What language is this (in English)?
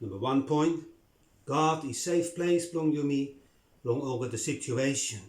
Bislama